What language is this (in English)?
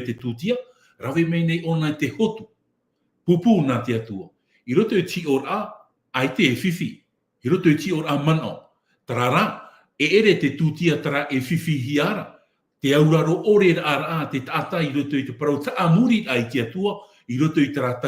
Tahitian